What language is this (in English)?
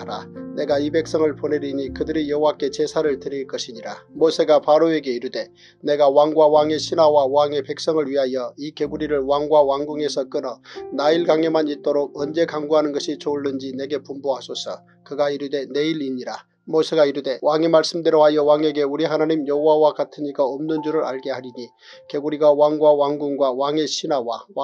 Korean